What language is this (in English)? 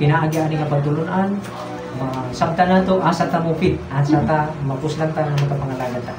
Cebuano